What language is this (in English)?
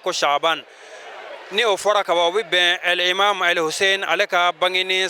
Bambara